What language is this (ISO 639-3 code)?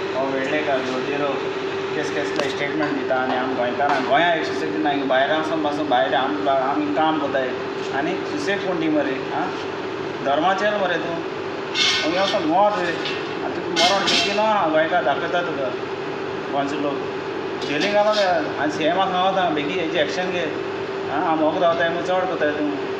kok